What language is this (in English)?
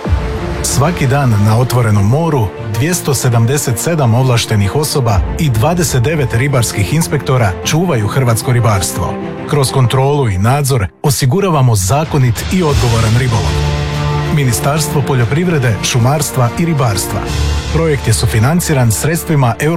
Croatian